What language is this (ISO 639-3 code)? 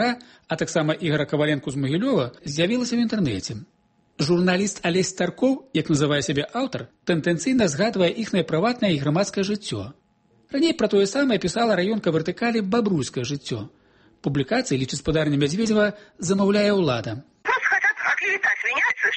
bel